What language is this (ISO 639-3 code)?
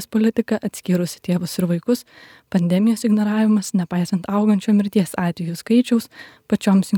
lit